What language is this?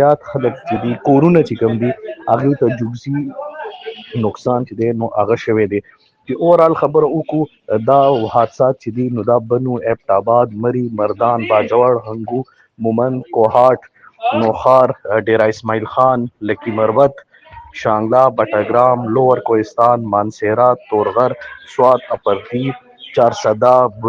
Pashto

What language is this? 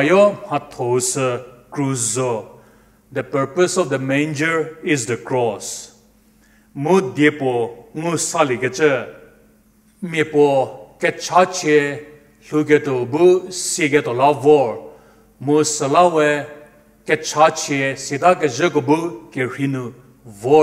Angami Naga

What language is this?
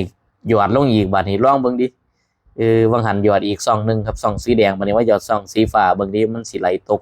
Northeastern Thai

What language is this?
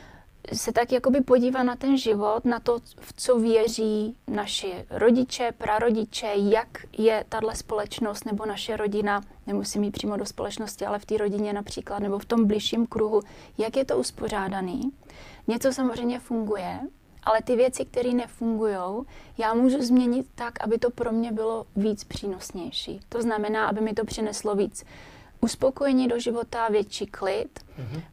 Czech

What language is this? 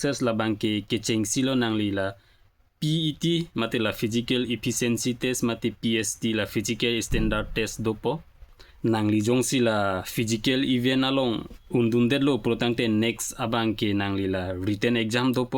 Karbi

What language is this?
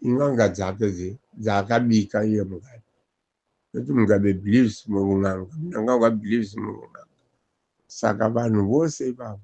Shona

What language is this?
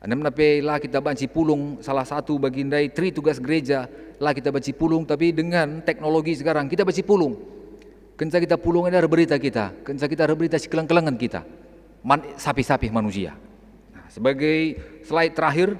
Batak Karo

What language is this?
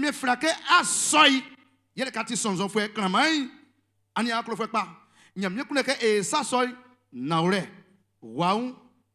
Baoulé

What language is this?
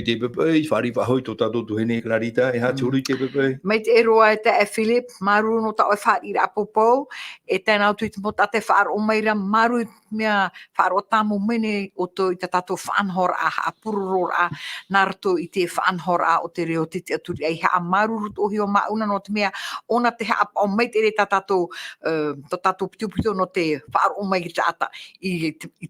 Tahitian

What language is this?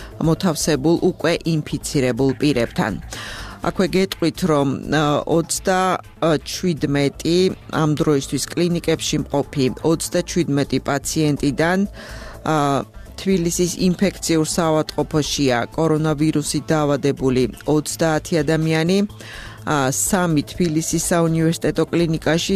Georgian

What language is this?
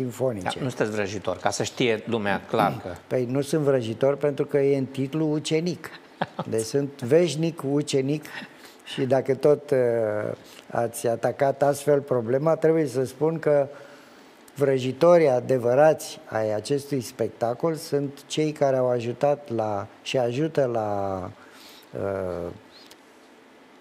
Romanian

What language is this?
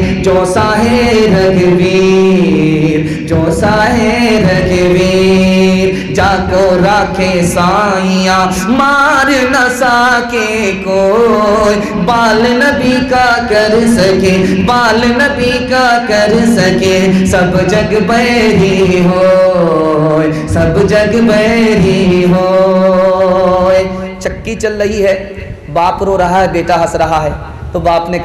Urdu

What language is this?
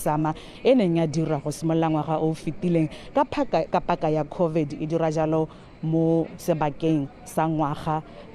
Tswana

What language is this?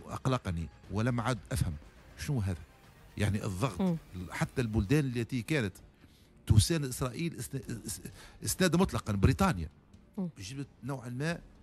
Tunisian Arabic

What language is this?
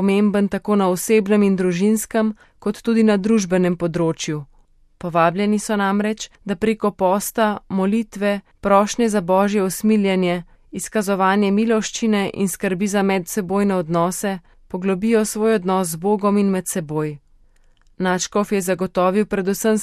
Slovenian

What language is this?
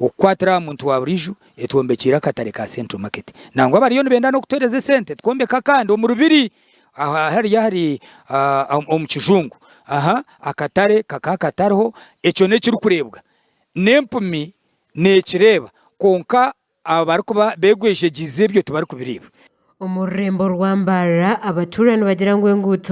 Nyankole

